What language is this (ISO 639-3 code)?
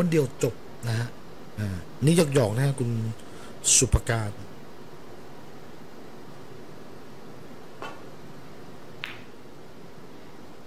tha